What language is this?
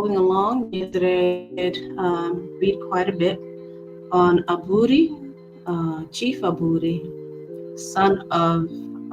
Acoli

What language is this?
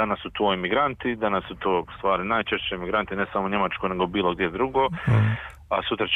Serbian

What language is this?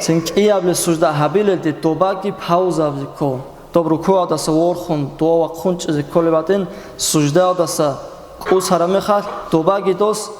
Avaric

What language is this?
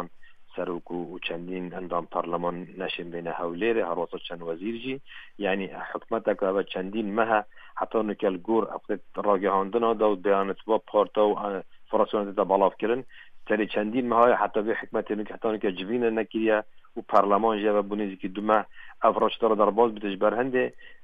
Kurdish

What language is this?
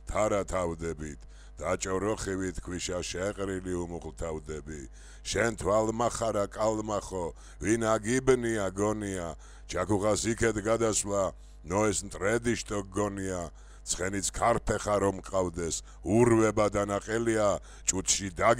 Georgian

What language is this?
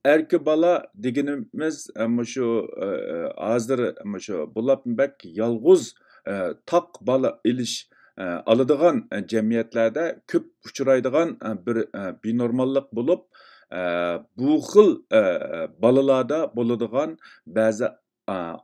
Uyghur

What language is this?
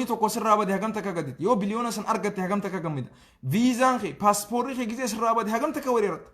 Oromo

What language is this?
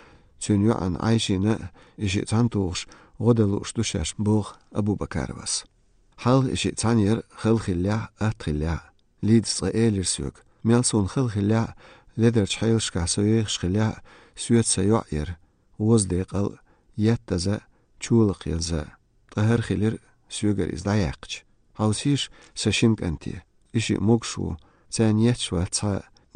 Chechen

